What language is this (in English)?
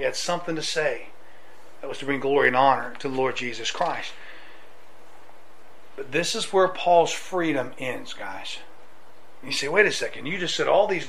English